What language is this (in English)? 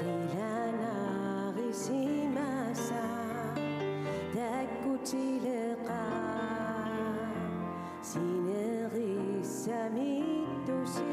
Kalaallisut